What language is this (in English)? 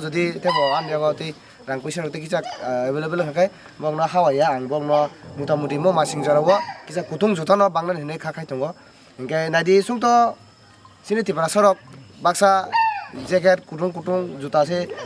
Kok Borok